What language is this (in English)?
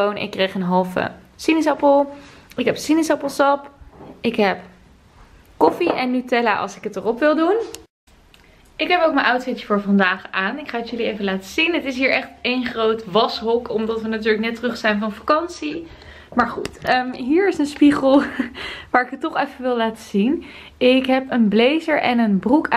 Dutch